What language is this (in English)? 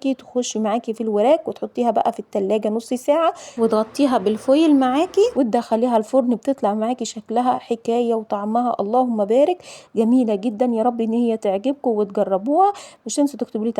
Egyptian Arabic